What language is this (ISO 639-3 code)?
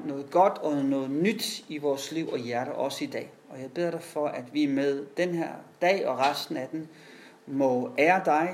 dan